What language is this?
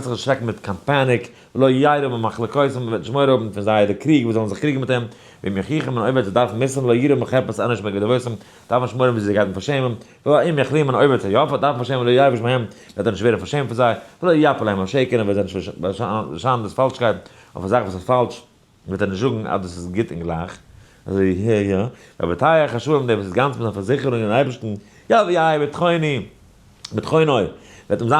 Yiddish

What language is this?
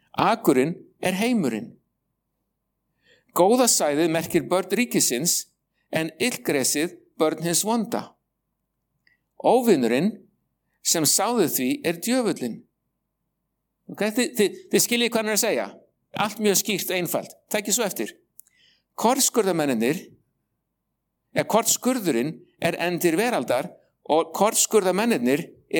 Icelandic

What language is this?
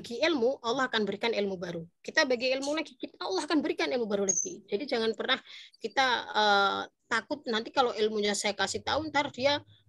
Indonesian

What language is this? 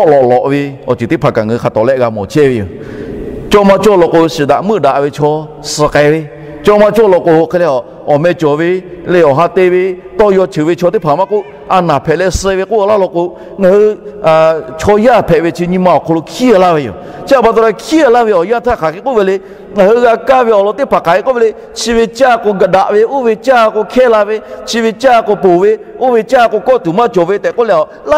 Lahu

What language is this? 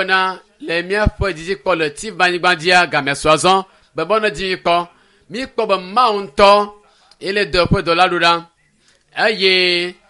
Ewe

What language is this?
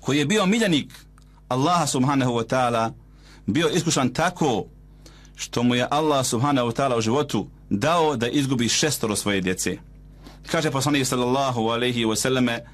Bosnian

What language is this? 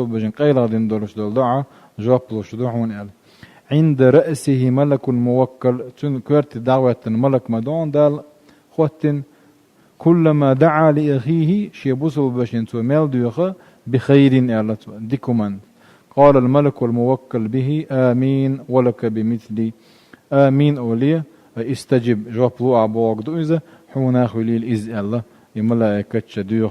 Chechen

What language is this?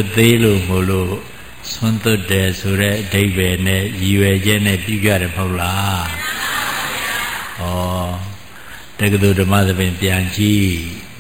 Burmese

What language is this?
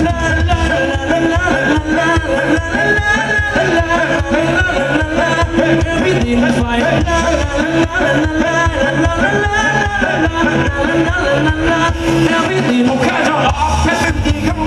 Thai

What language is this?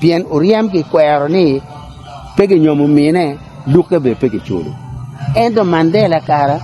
Acoli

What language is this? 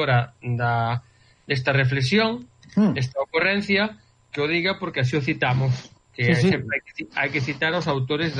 Galician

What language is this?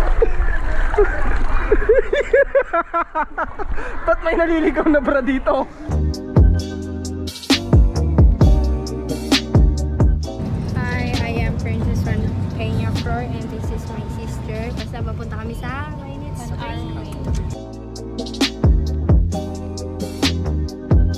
Filipino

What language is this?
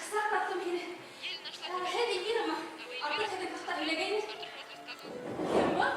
Bashkir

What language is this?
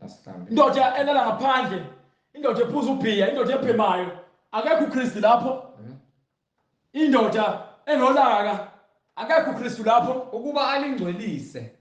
Zulu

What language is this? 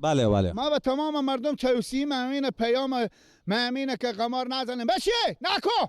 Persian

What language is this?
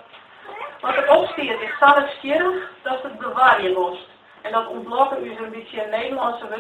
Western Frisian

